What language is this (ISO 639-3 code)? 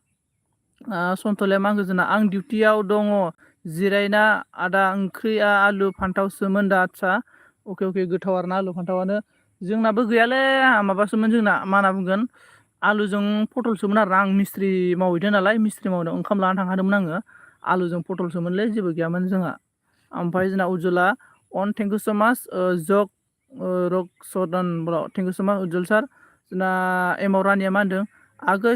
brx